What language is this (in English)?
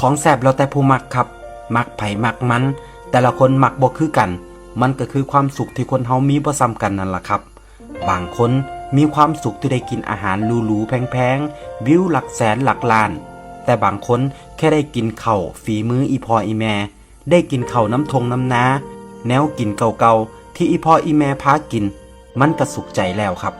Northeastern Thai